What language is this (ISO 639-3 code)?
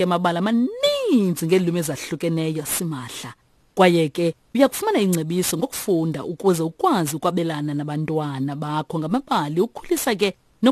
xho